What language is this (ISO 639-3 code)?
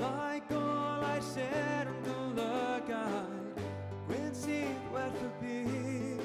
cym